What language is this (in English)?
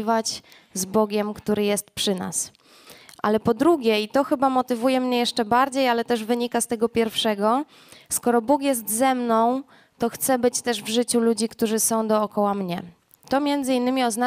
Polish